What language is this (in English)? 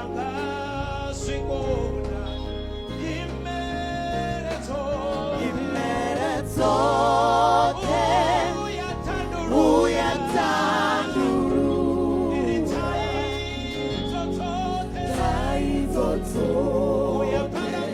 Venda